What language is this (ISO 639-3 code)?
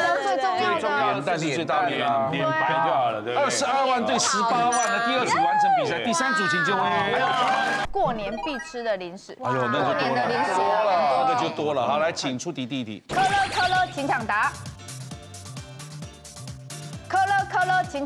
zho